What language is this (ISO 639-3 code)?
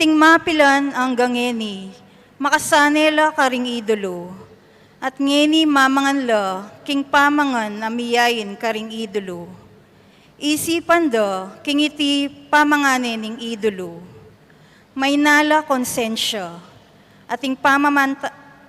pam